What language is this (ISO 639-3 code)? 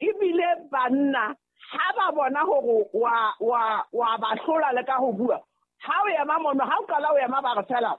sot